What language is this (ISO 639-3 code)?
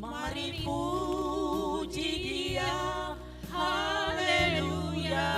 nia